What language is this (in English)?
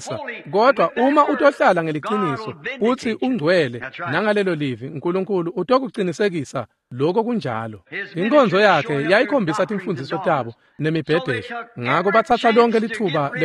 Swati